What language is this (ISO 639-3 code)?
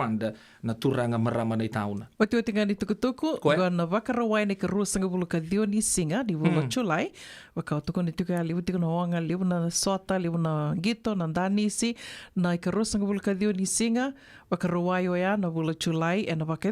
fij